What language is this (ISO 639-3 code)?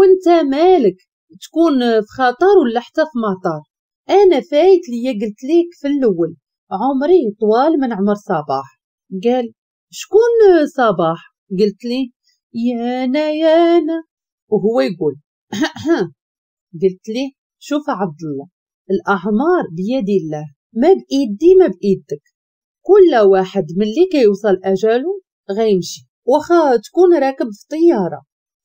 ary